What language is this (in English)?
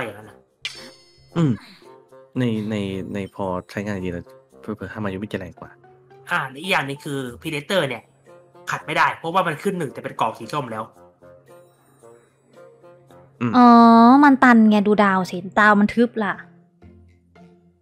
Thai